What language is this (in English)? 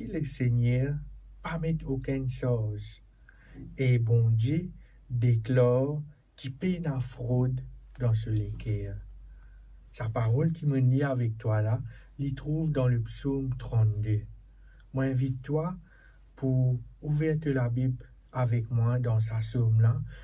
Morisyen